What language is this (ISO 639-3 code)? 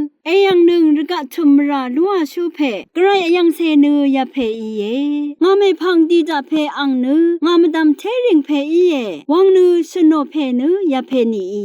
raw